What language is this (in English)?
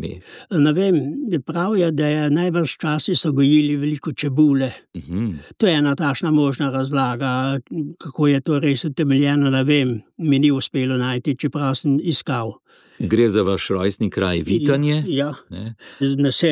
Slovenian